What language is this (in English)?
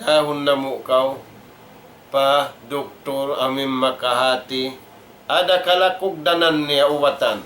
Tausug